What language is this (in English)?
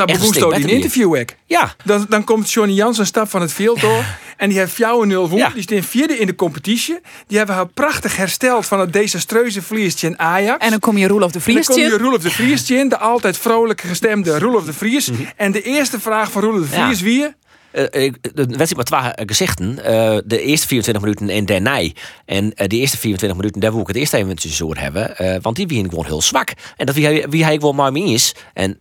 Western Frisian